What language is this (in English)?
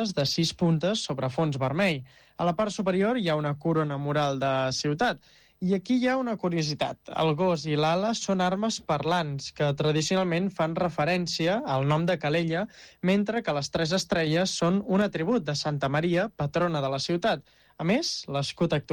Catalan